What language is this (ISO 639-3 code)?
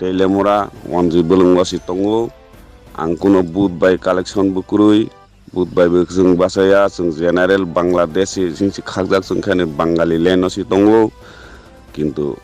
ria